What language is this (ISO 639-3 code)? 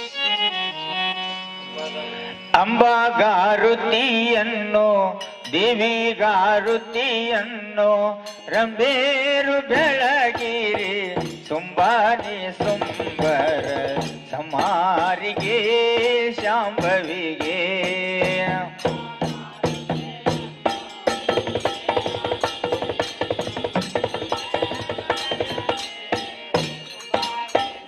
kan